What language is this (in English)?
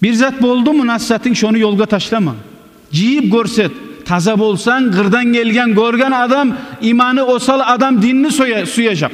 Kumyk